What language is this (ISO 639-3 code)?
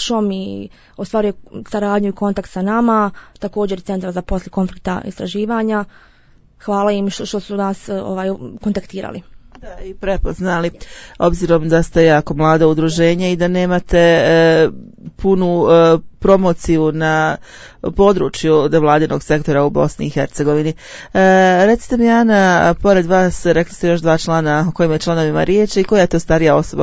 bos